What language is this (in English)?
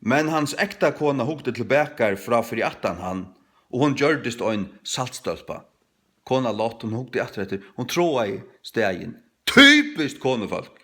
Faroese